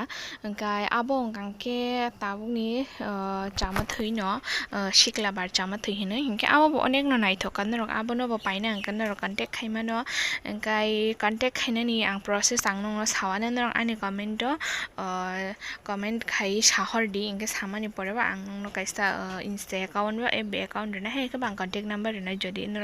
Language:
Kok Borok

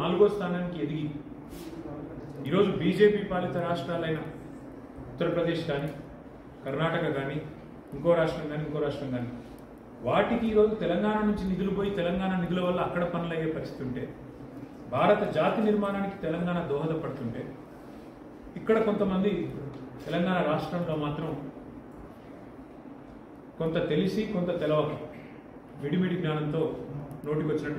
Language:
Telugu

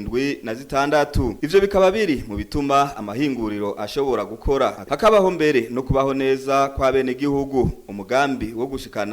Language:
Rundi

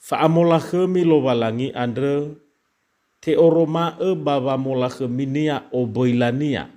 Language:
Nias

